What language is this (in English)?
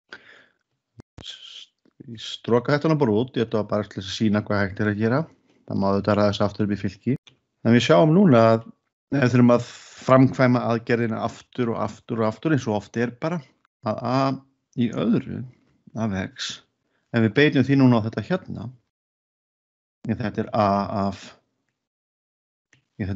Icelandic